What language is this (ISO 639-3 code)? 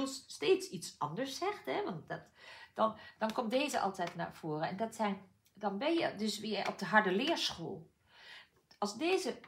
nld